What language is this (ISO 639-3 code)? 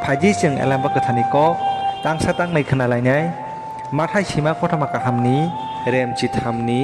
trp